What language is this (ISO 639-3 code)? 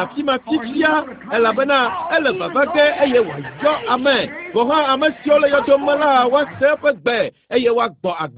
ewe